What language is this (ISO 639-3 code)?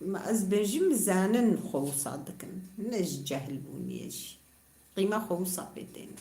kur